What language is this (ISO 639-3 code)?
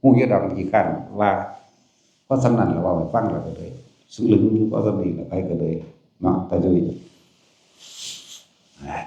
tts